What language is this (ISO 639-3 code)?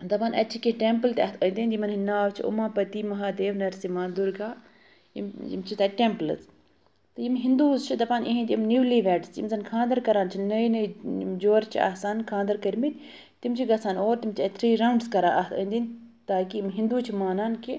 kas